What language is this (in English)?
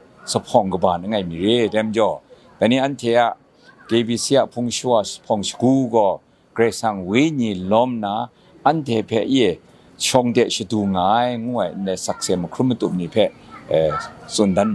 Kachin